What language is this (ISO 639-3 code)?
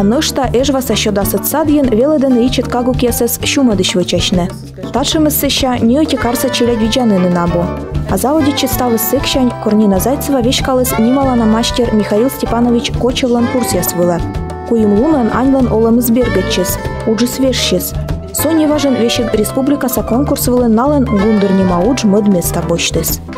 kom